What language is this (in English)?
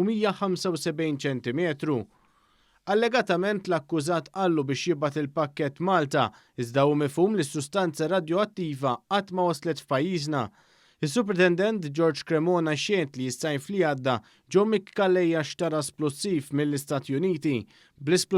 Maltese